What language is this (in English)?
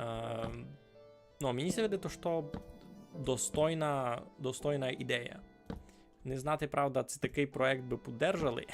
Rusyn